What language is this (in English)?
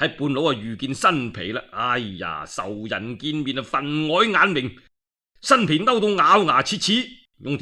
Cantonese